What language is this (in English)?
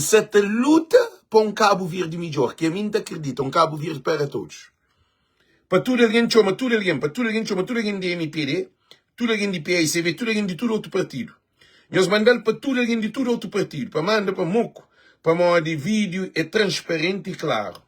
Kabuverdianu